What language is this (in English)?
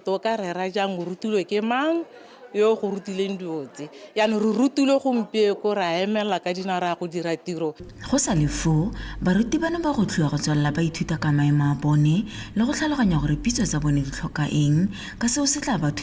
Tswana